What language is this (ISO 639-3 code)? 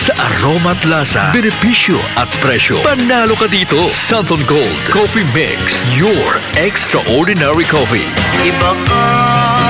fil